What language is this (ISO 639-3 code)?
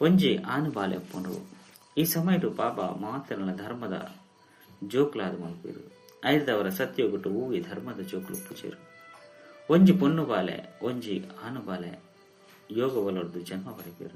tcy